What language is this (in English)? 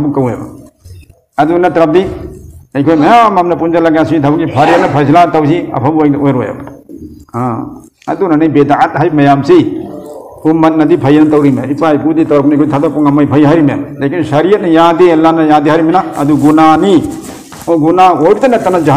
Manipuri